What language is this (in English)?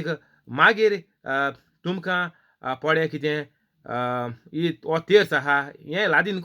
Konkani